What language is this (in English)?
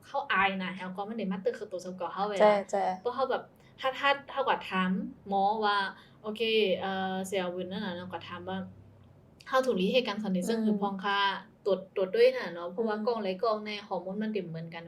Shan